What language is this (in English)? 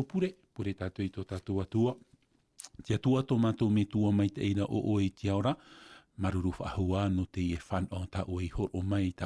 Tahitian